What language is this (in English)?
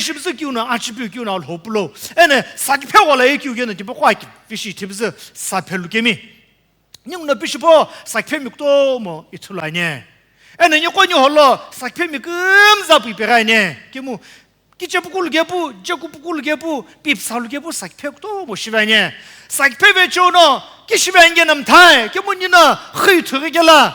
Sumi Naga